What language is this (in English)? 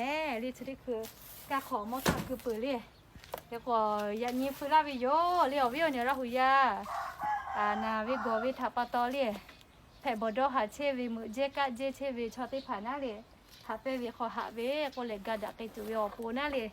Lahu